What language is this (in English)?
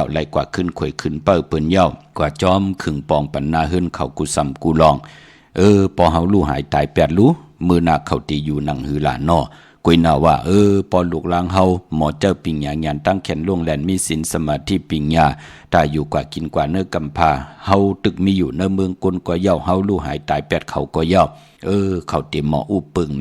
Shan